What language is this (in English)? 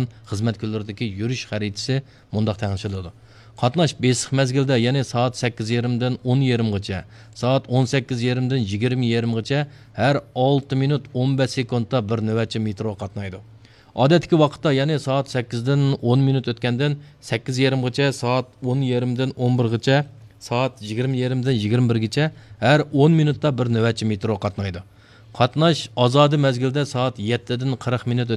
Uyghur